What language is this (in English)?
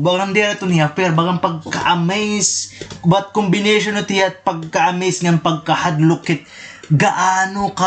Waray